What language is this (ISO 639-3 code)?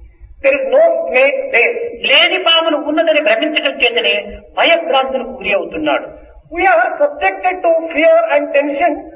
tel